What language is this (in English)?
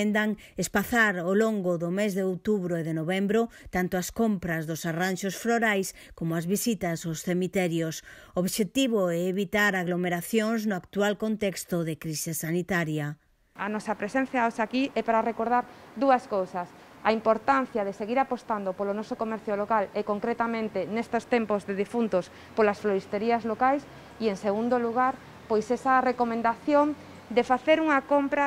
Galician